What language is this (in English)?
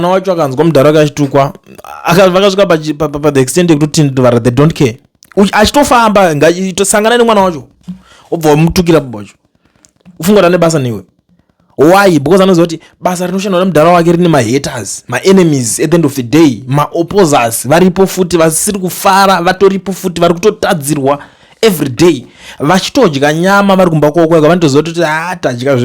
Shona